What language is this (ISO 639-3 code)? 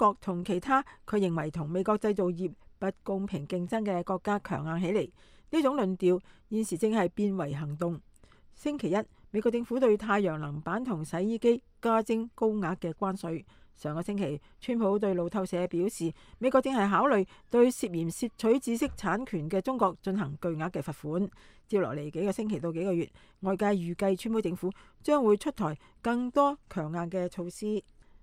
yue